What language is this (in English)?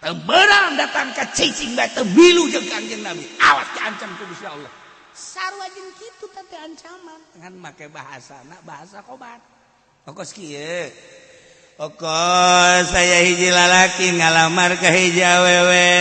Sundanese